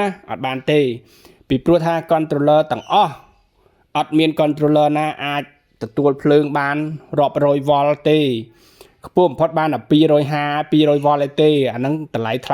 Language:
Khmer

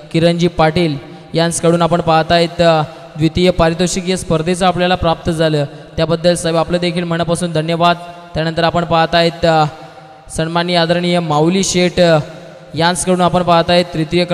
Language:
Marathi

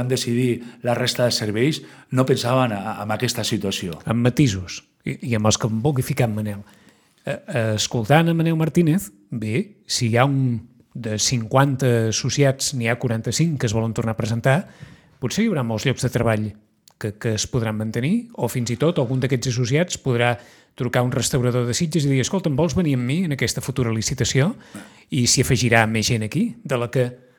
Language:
Catalan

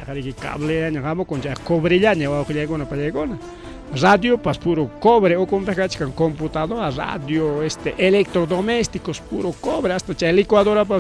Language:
Ayacucho Quechua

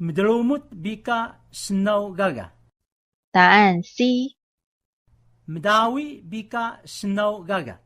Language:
Taroko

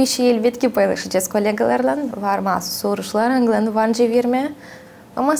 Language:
Gagauz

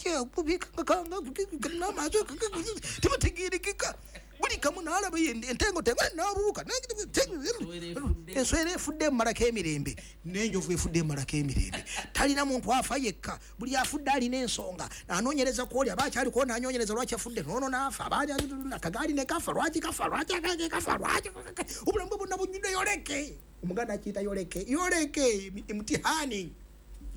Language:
Ganda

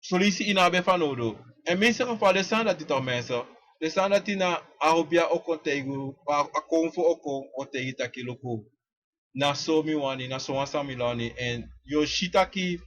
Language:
Sranan Tongo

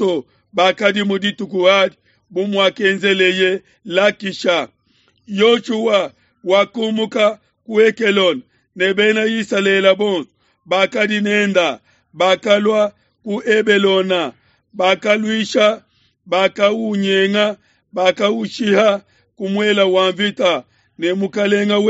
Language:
Luba-Lulua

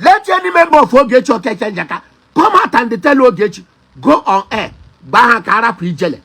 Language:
Igbo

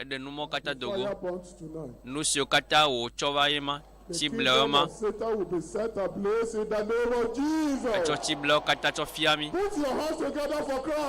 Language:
Ewe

